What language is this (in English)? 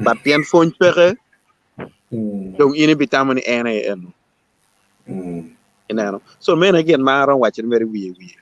Acoli